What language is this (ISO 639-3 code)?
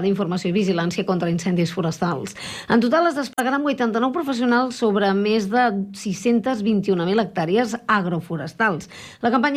cat